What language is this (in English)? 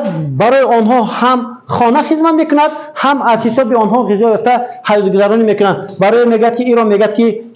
Tajik